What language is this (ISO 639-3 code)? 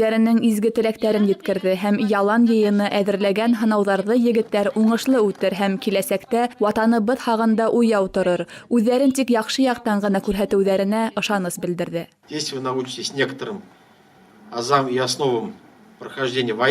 bak